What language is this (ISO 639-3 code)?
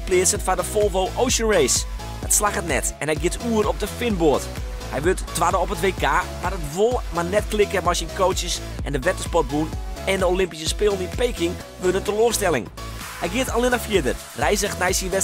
fry